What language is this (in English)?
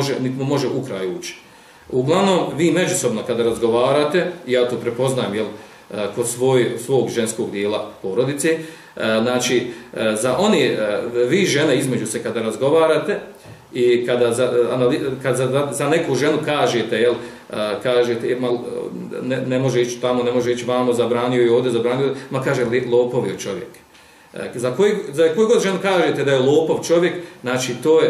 Bosnian